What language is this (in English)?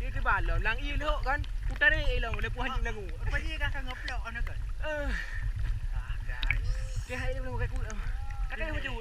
Achinese